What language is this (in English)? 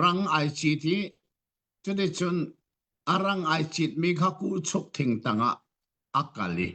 Hakha Chin